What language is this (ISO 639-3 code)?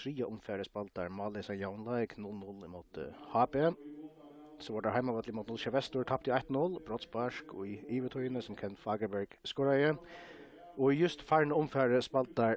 fao